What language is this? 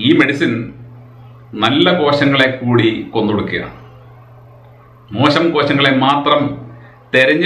Malayalam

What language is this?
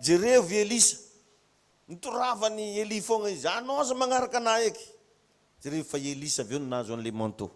Malagasy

